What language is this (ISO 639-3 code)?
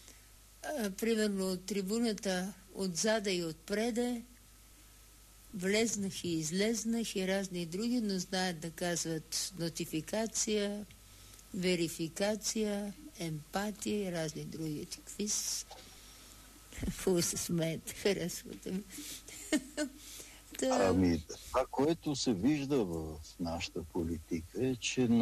bul